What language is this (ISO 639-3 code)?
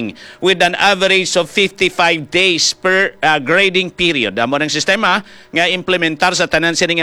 hil